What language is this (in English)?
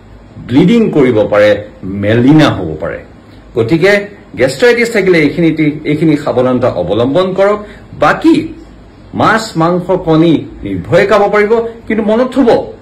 Assamese